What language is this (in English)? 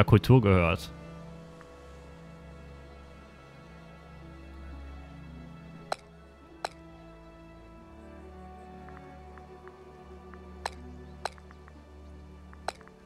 German